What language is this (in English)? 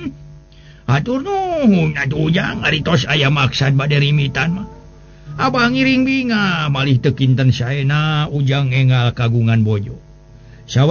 Sundanese